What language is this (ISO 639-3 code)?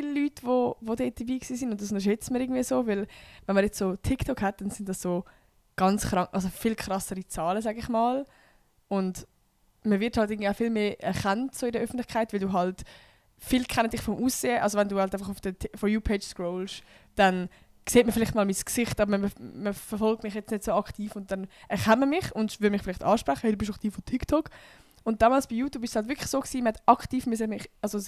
gsw